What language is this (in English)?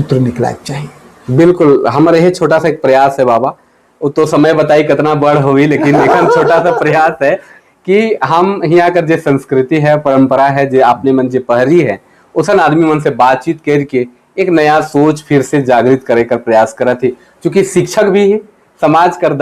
Sadri